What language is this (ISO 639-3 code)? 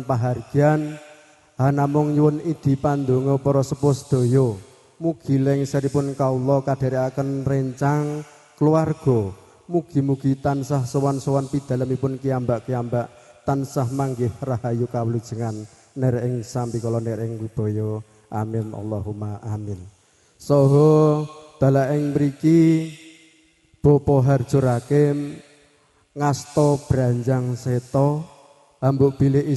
jav